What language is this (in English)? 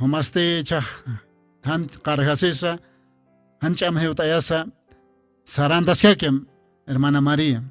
Aymara